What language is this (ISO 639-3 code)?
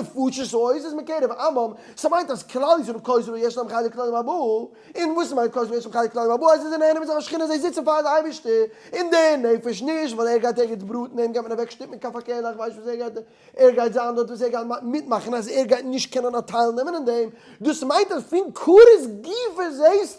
yid